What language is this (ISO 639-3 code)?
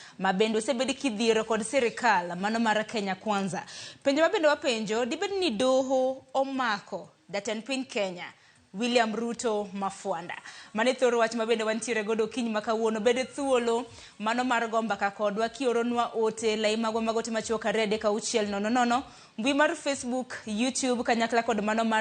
luo